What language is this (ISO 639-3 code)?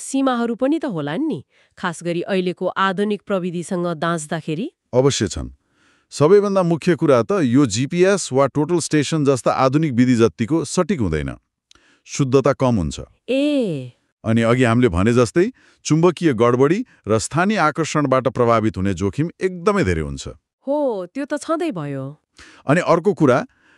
nep